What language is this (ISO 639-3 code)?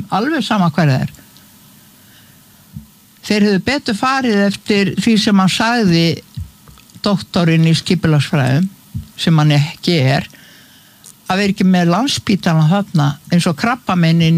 isl